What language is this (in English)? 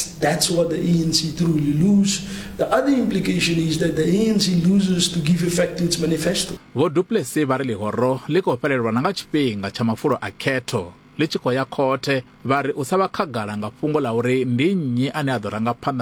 Venda